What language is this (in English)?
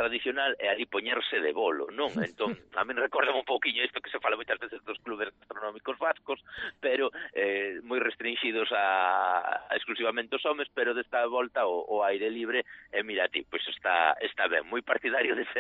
Galician